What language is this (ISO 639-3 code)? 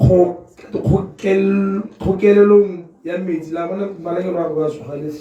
tsn